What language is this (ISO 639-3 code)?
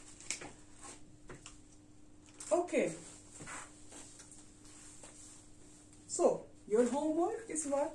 eng